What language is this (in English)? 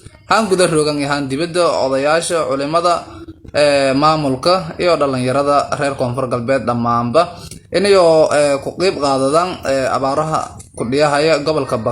Somali